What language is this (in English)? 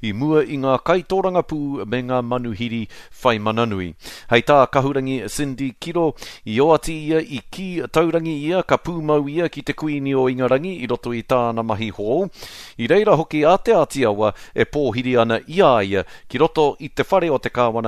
Māori